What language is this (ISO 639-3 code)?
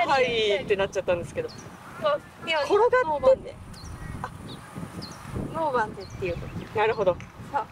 jpn